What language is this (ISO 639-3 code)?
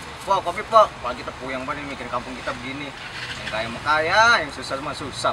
bew